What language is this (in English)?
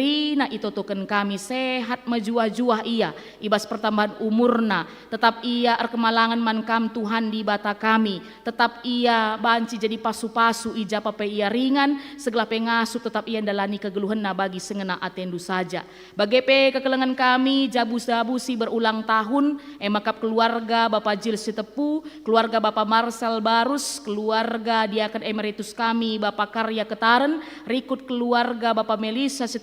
Batak Karo